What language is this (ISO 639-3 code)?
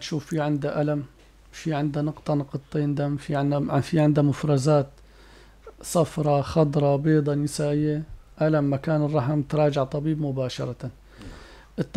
apc